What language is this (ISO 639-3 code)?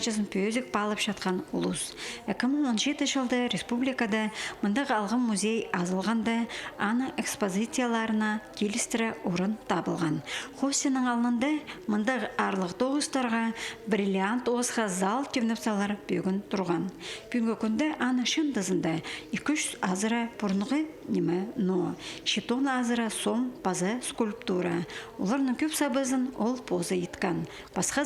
kjh